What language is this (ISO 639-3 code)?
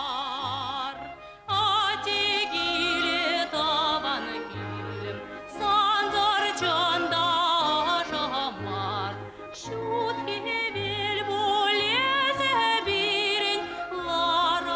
chv